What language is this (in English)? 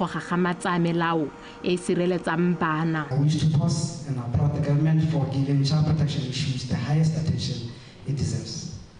Tswana